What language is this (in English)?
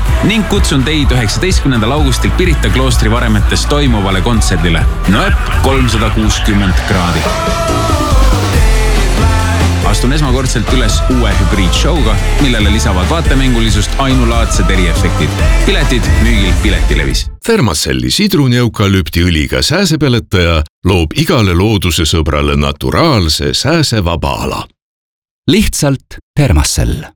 Estonian